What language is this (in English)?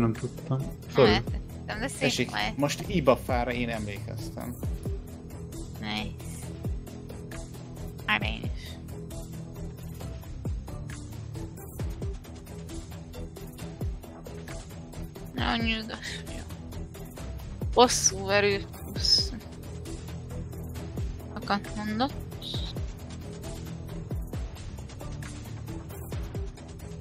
Hungarian